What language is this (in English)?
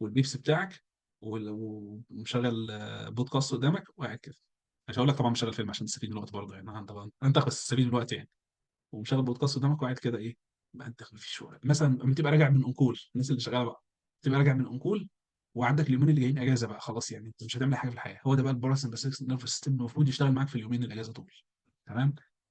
Egyptian Arabic